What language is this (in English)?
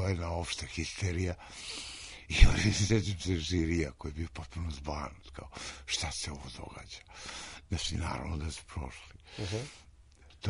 Serbian